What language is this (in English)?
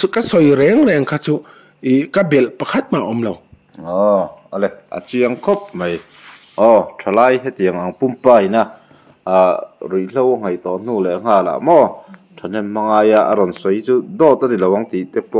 Mizo